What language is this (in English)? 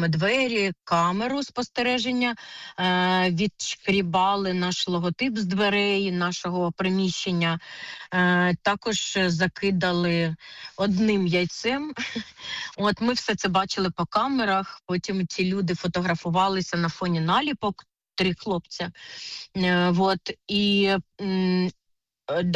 Ukrainian